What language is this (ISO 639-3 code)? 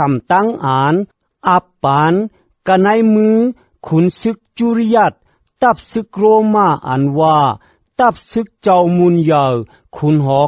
shn